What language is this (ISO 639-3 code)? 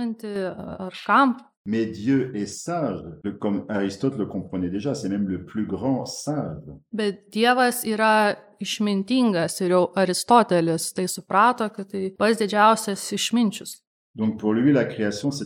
lit